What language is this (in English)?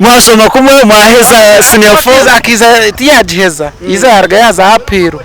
Nyankole